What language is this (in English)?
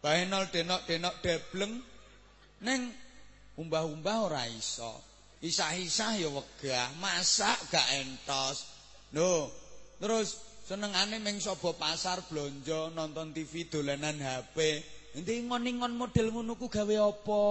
Javanese